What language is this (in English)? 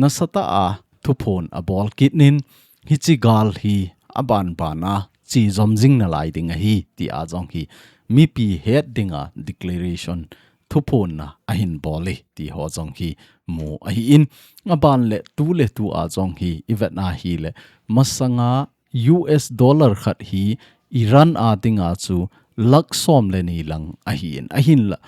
Thado Chin